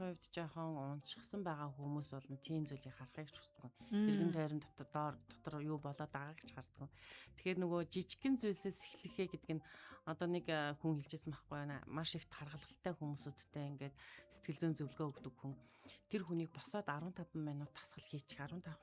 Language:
Mongolian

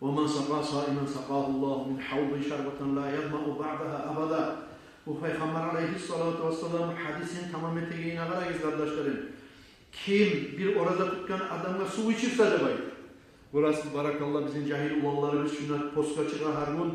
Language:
Kumyk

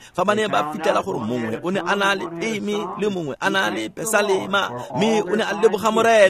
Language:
Tswana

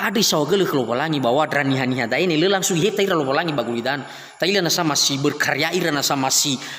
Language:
Nias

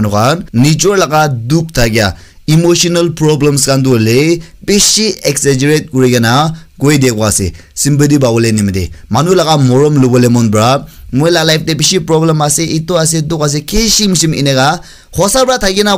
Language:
Naga Pidgin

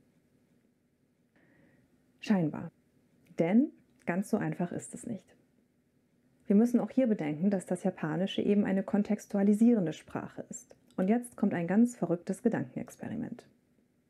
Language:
German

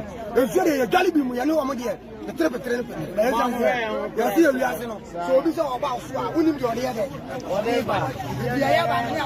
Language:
Akan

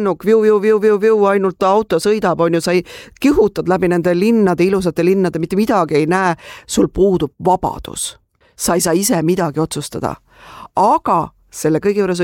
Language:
Estonian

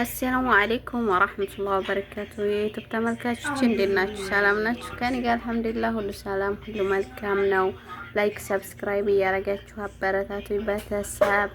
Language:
Amharic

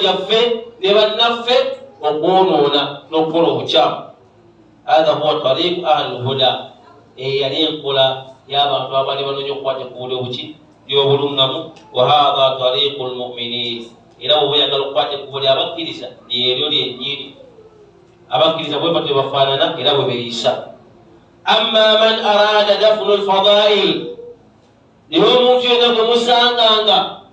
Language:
Ganda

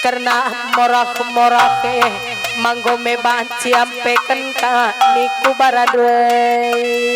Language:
Batak Karo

